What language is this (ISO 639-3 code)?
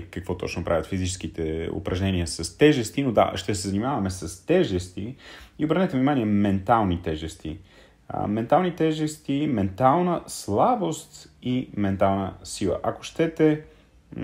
bul